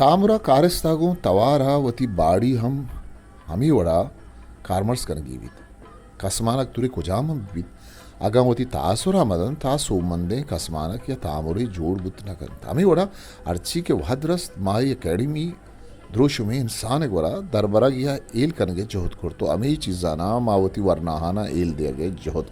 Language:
Eastern Balochi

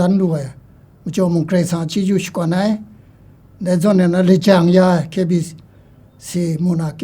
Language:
Kachin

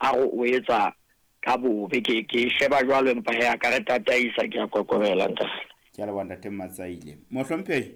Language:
Southern Sotho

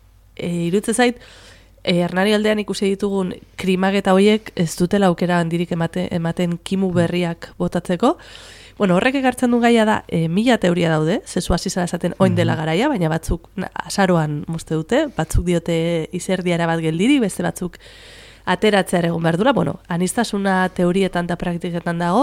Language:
Basque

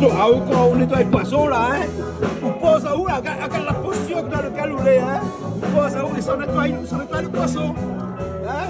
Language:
Réunion Creole French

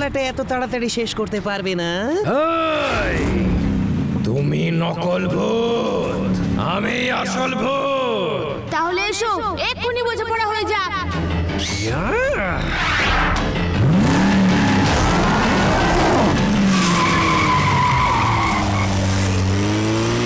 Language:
Bangla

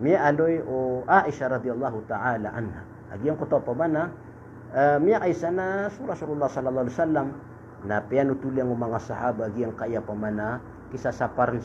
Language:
Maranao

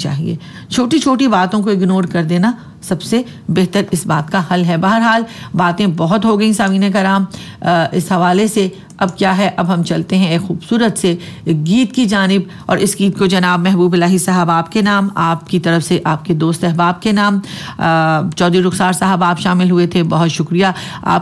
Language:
Urdu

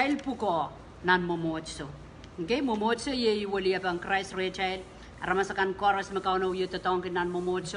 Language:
Pohnpeian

